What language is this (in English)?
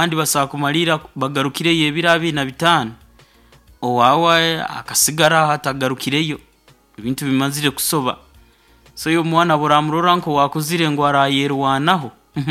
Nyoro